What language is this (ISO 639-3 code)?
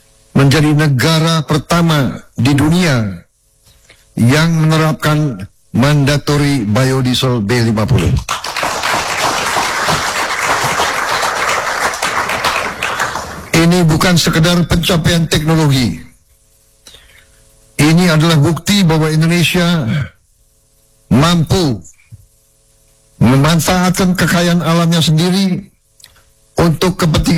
ind